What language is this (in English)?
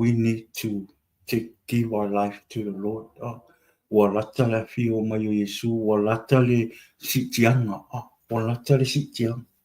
Samoan